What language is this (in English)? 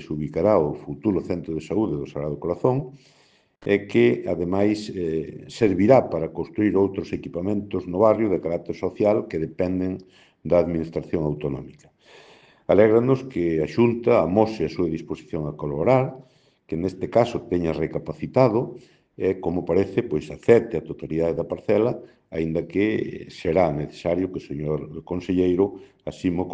Galician